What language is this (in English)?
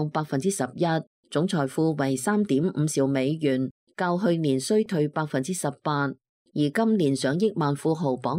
Cantonese